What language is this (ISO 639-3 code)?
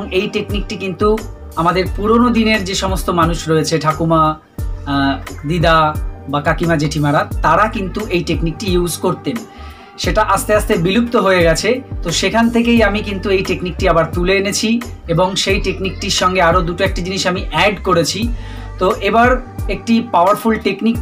ben